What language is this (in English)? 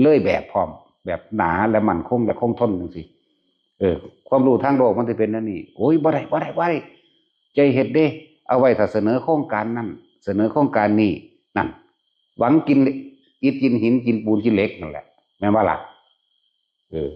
Northeastern Thai